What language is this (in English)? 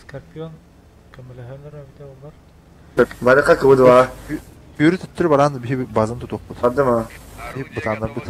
Yakut